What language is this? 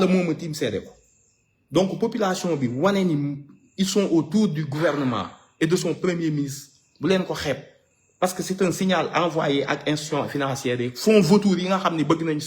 Wolof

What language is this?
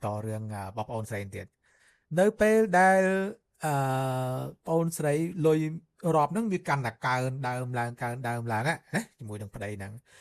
Khmer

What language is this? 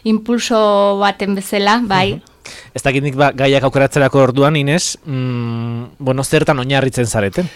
Basque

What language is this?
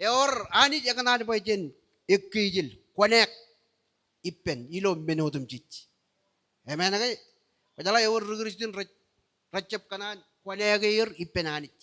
Marshallese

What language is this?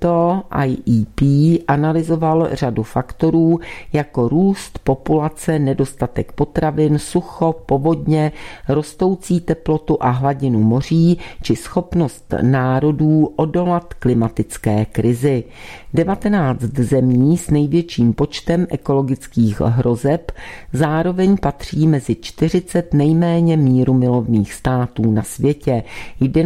Czech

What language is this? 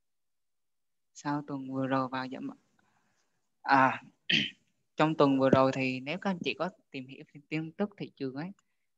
Vietnamese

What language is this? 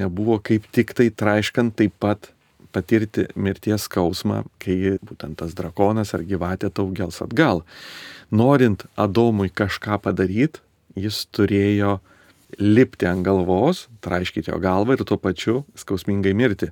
Lithuanian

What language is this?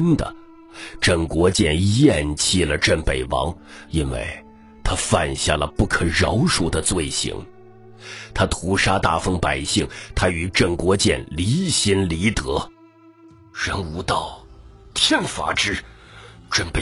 Chinese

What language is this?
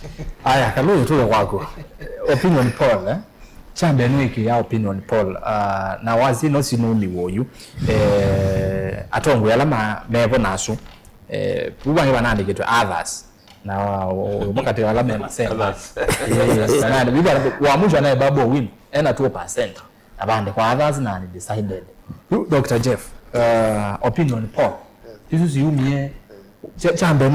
Kamba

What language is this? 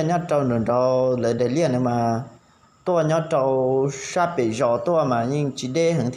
Hmong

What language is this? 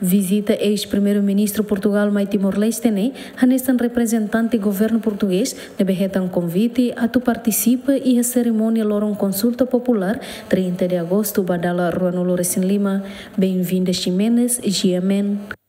Tetum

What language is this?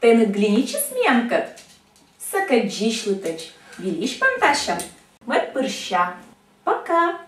Komi-Permyak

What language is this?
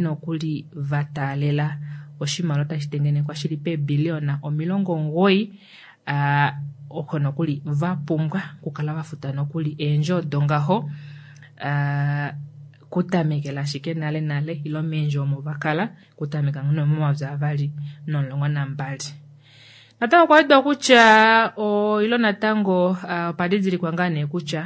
Kuanyama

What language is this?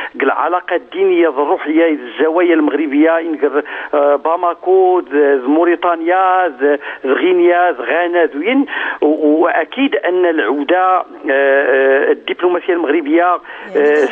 Moroccan Arabic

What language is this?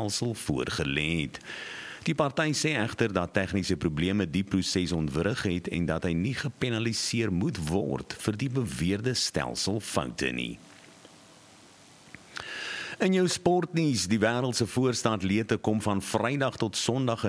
Afrikaans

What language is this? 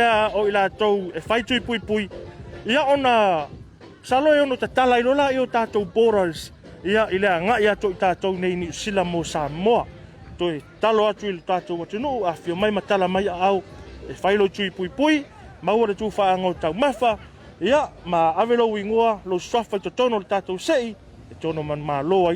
Samoan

